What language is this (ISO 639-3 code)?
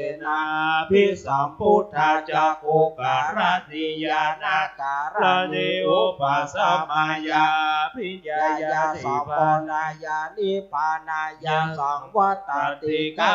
pli